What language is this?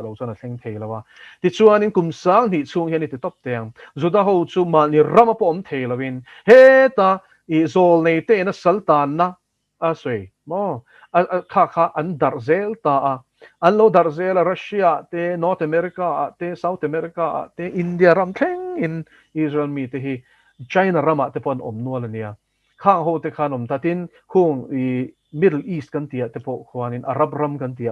Mizo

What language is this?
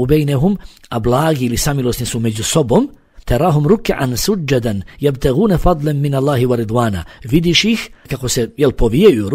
Bosnian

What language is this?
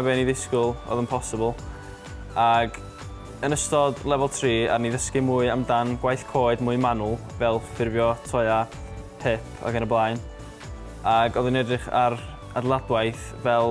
Welsh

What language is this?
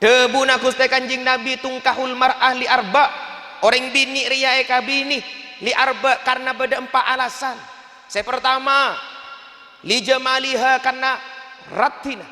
Madurese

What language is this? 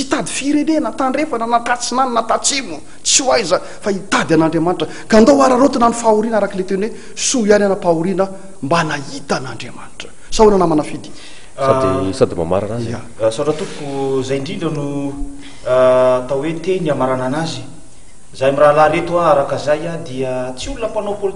Malagasy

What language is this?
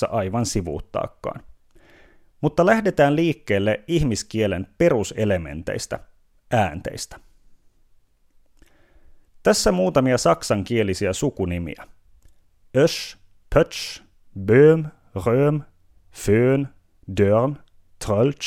Finnish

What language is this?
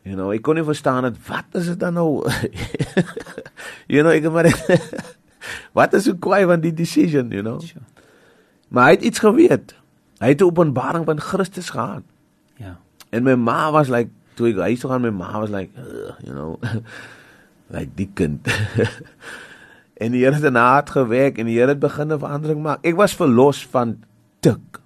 Afrikaans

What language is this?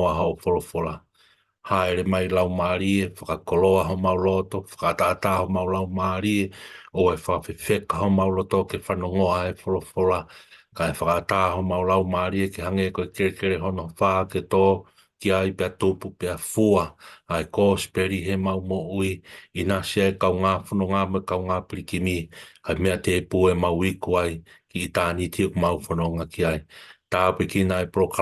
Tongan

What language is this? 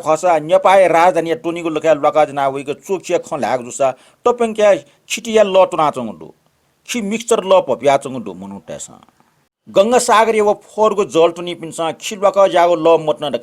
Newari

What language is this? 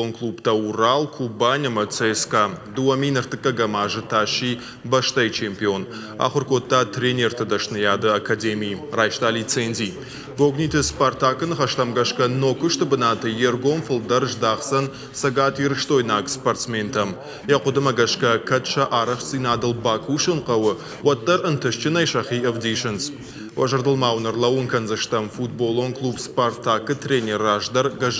Ossetic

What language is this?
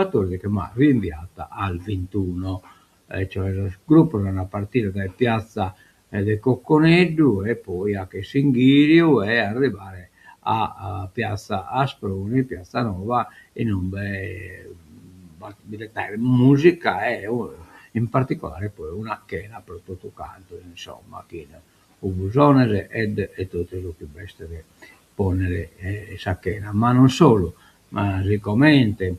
Sardinian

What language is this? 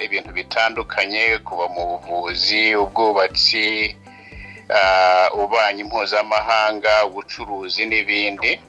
Kinyarwanda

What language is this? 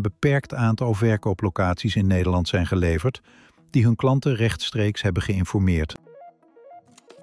Dutch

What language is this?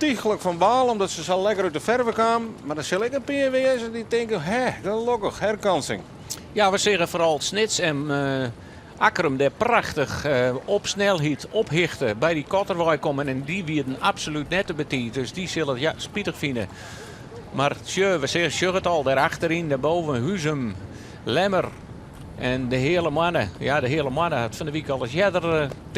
Western Frisian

